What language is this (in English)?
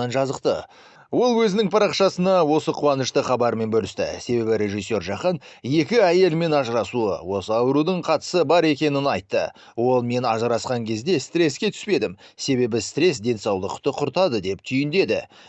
Kazakh